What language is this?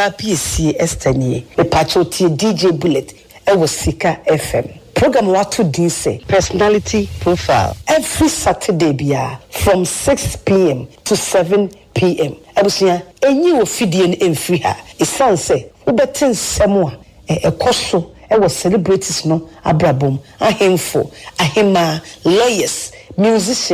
Akan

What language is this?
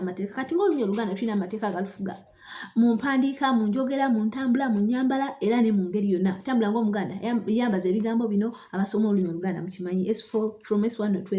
Ganda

